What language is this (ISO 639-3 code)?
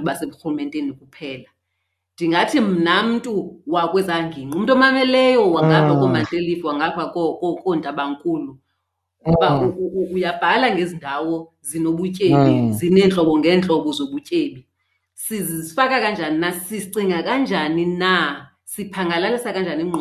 xho